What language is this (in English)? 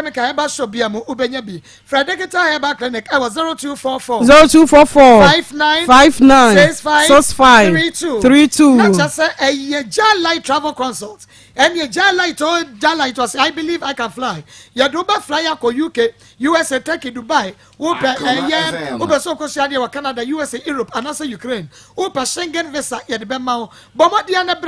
Akan